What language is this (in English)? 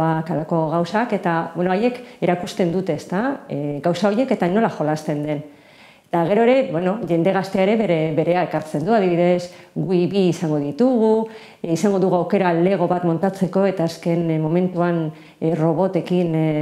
Basque